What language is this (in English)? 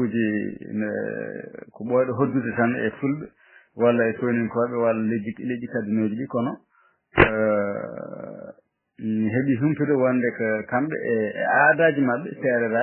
Fula